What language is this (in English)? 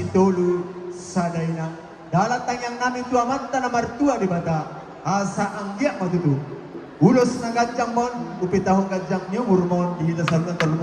Batak Toba